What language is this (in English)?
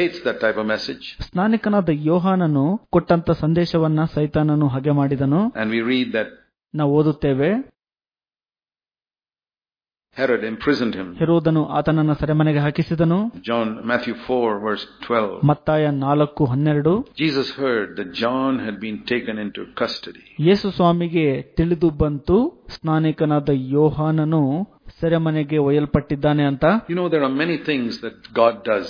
Kannada